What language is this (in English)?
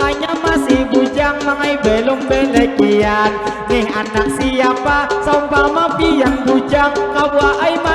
Banjar